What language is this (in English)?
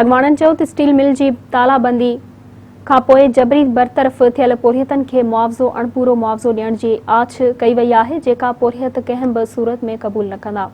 Sindhi